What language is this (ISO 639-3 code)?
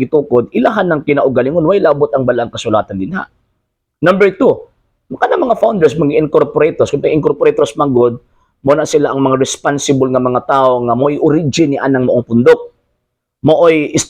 ceb